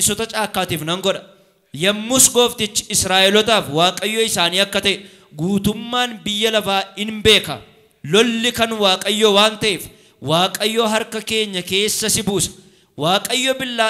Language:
Oromo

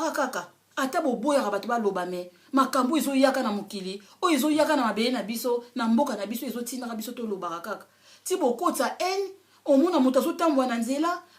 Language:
Lingala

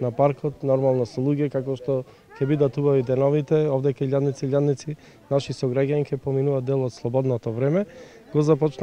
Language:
Macedonian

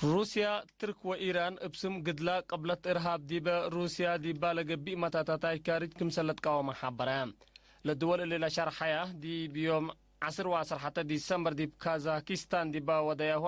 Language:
Tigre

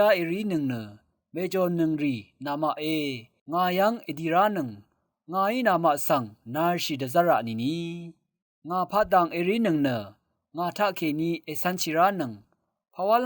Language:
Rawang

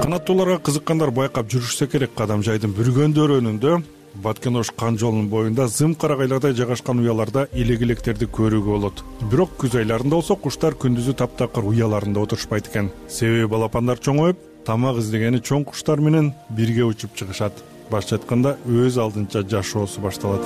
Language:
Kyrgyz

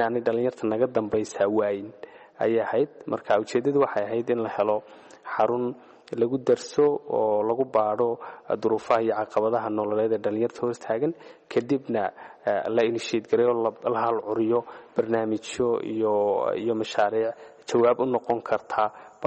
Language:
Somali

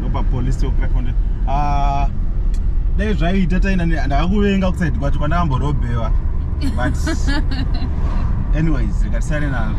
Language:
Shona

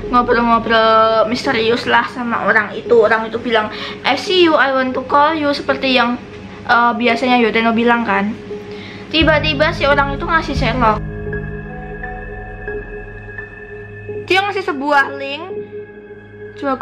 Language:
Indonesian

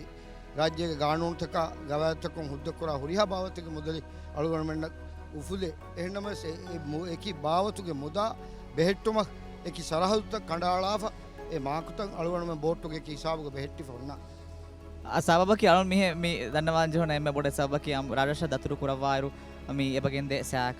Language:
Divehi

